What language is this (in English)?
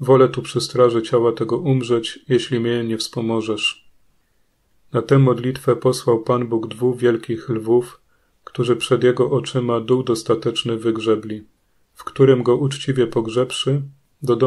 Polish